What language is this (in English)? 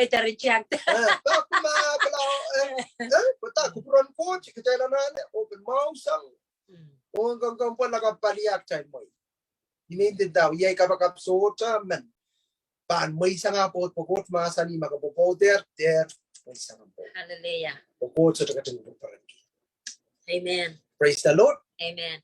Pohnpeian